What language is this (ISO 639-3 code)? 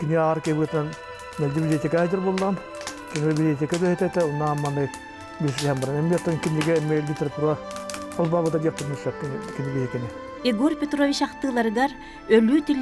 sah